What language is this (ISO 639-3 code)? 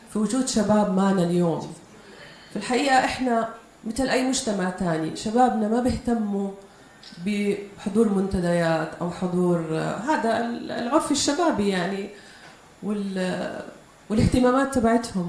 apc